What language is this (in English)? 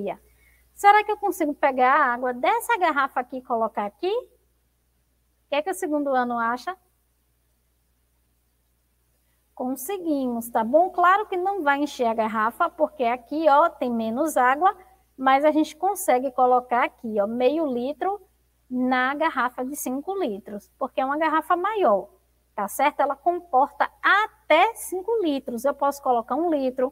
Portuguese